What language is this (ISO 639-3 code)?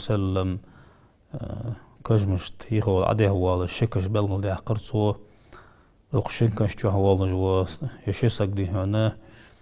inh